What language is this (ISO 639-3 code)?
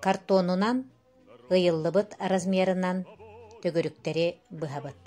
sah